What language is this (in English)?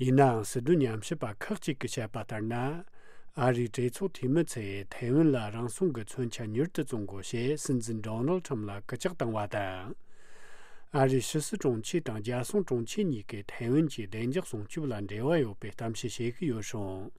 Tibetan